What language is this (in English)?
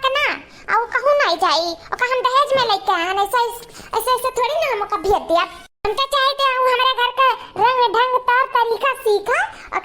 Awadhi